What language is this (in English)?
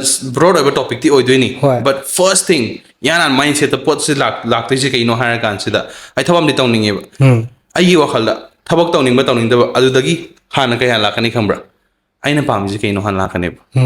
Manipuri